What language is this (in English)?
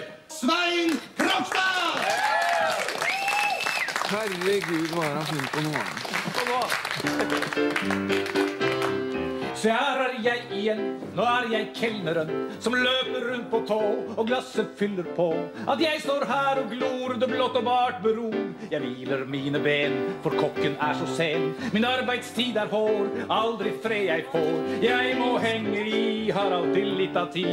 Norwegian